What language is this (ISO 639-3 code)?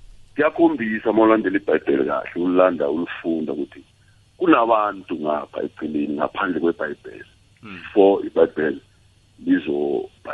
nbl